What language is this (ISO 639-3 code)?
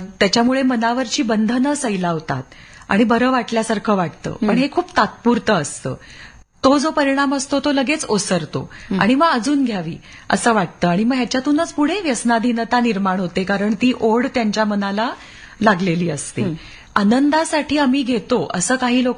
mar